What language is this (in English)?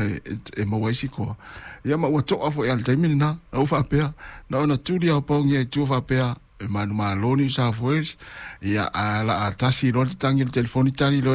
Samoan